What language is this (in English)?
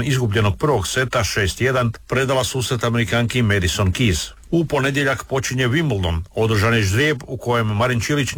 Croatian